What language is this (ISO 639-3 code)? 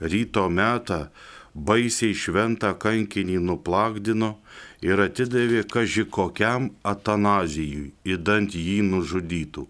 lit